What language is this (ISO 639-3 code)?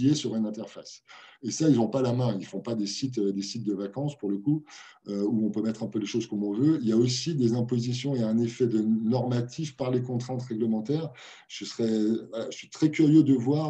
fra